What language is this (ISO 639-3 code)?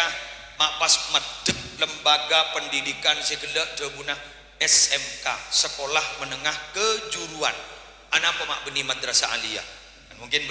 mad